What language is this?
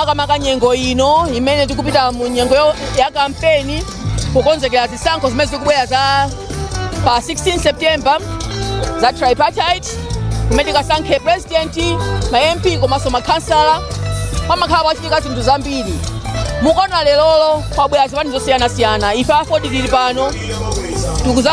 Nyanja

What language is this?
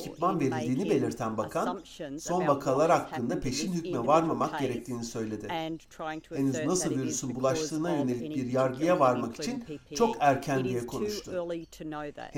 Turkish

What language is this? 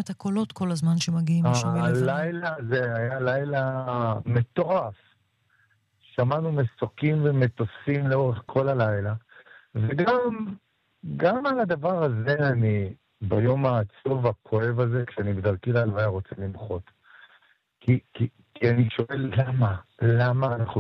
Hebrew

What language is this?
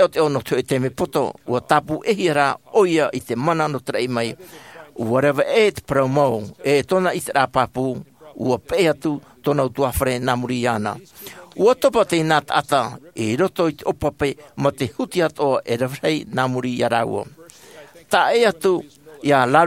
Tahitian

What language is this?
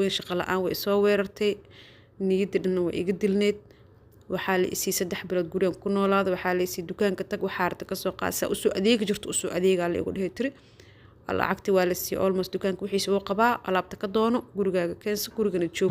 Somali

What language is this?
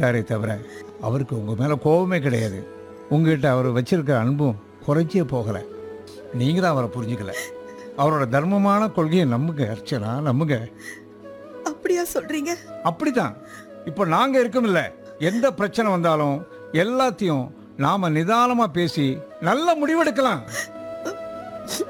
Tamil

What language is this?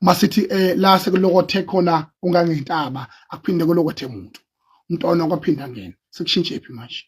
Zulu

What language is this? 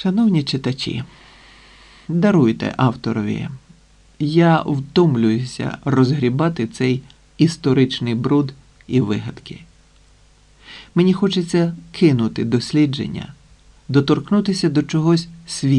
Ukrainian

